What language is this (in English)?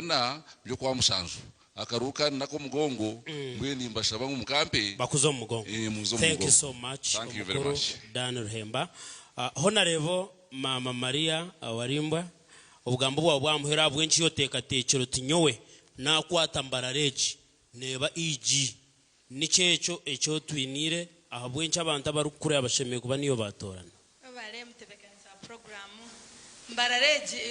Nyankole